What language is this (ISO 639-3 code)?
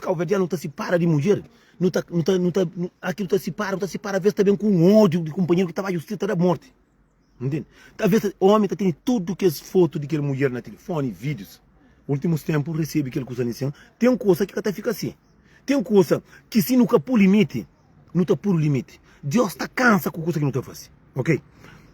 kea